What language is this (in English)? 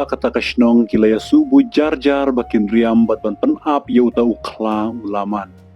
Khasi